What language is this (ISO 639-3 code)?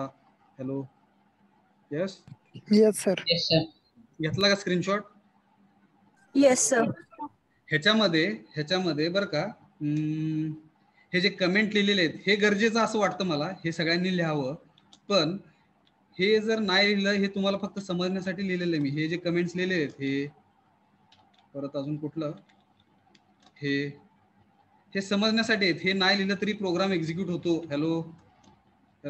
mar